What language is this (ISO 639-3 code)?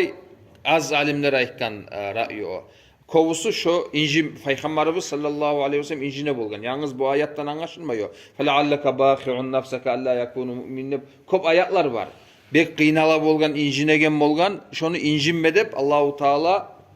kum